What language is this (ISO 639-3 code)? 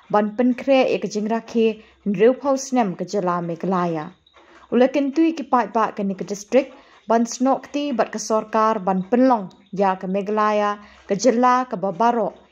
kha